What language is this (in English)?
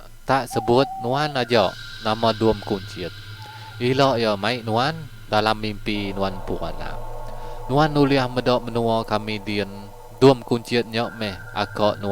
Iban